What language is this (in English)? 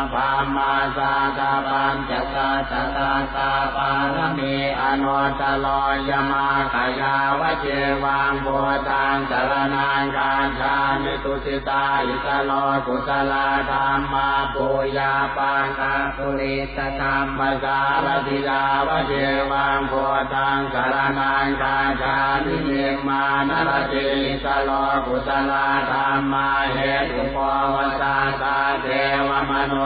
Pali